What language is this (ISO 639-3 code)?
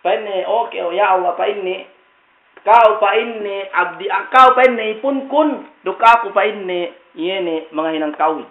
yka